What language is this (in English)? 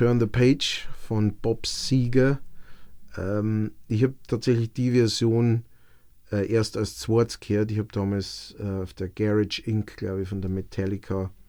Bavarian